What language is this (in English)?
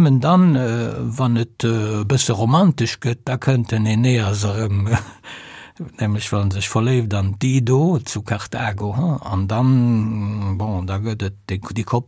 Luxembourgish